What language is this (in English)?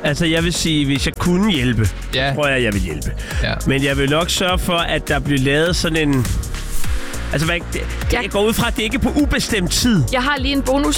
Danish